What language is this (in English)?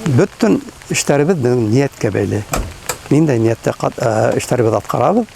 Bashkir